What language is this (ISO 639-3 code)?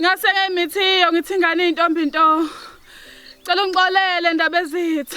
zul